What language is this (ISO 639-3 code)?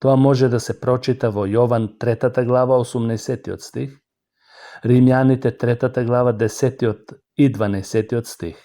mkd